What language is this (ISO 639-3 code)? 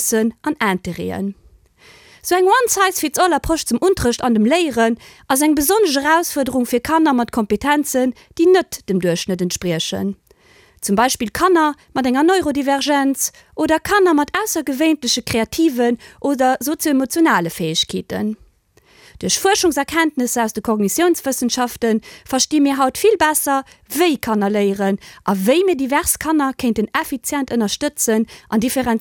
ltz